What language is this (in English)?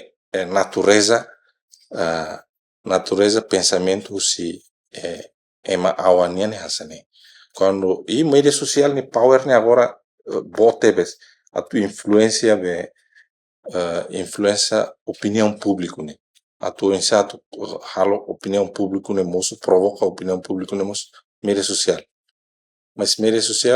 Tetum